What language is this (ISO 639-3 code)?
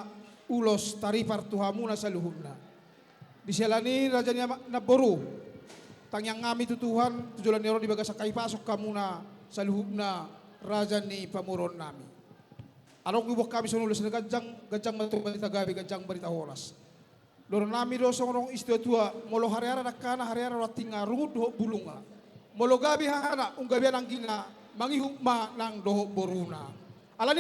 bbc